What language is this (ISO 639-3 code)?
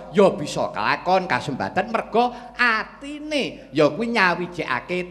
jav